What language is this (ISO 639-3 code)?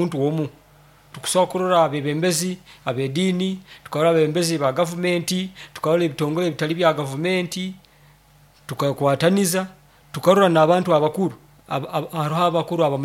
nyo